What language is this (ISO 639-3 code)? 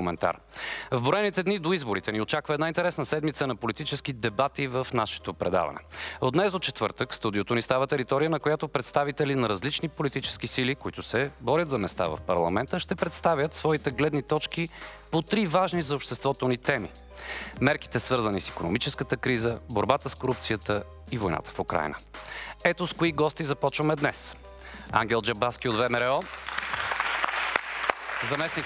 bul